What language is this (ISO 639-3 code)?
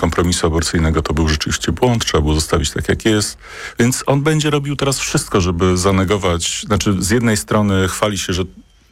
pol